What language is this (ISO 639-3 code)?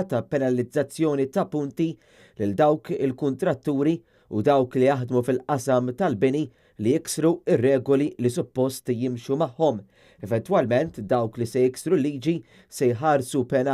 mlt